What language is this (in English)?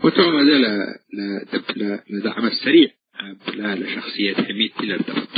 Tigre